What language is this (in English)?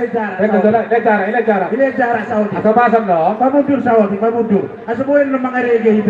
Batak Toba